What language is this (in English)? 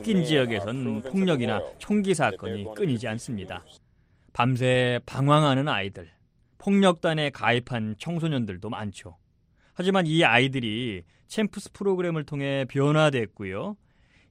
Korean